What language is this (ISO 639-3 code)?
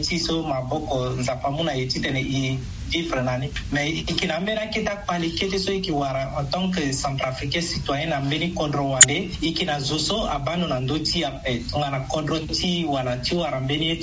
sag